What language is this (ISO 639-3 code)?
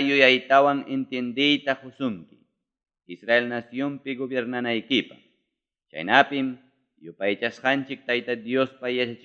quy